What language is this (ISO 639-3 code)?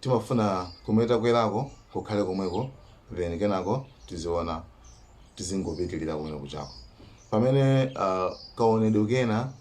nya